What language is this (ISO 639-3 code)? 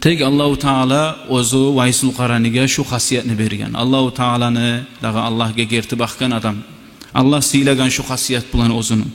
kum